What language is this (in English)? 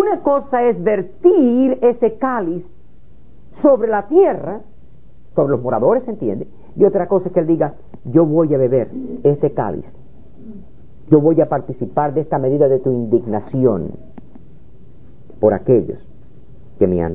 Spanish